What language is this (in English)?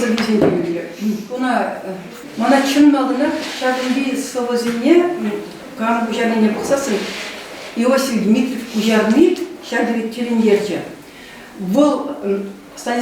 Chuvash